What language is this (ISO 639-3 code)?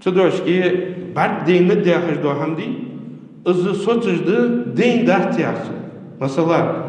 inh